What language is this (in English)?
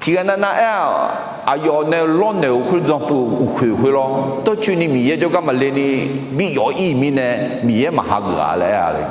Akha